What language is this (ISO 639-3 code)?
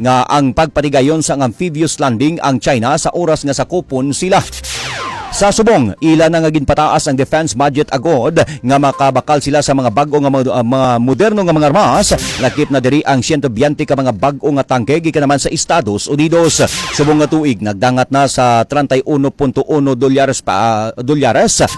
hil